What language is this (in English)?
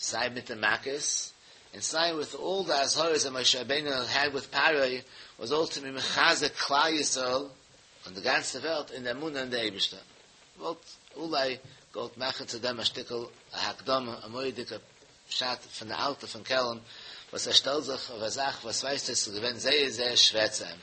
Yiddish